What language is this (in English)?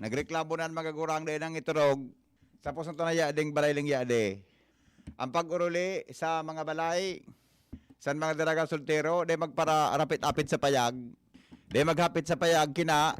Bikol